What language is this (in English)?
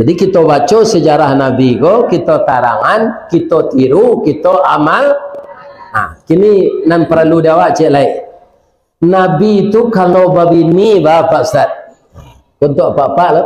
Minangkabau